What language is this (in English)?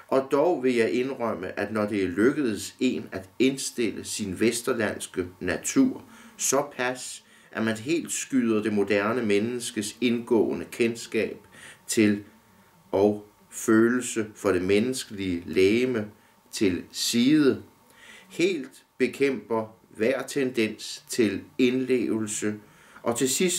Danish